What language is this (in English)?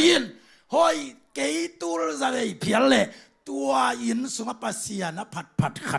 Tedim Chin